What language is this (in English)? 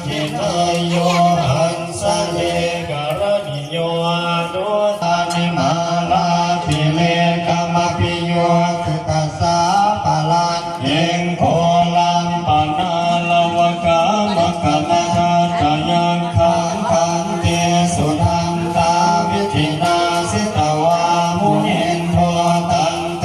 Pali